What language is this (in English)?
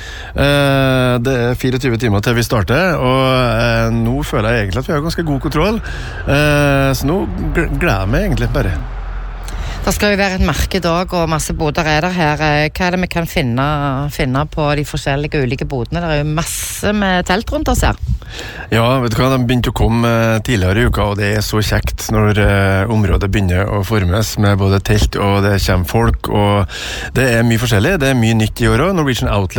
Norwegian